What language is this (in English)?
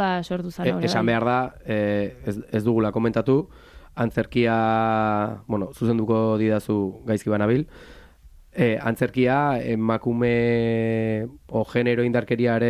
Basque